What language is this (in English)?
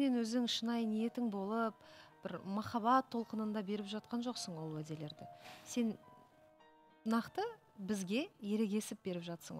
Kazakh